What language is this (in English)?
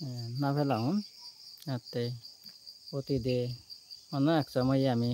Chakma